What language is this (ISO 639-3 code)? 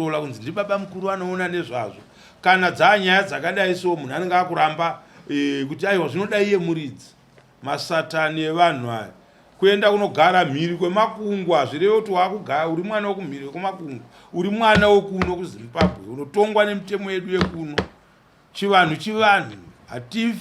sna